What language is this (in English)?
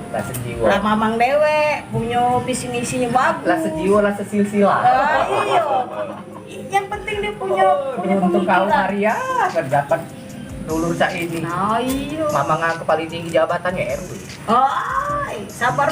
Musi